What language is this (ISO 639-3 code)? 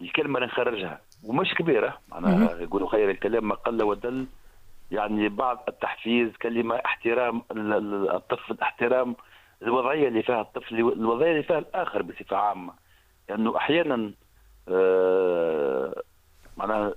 aeb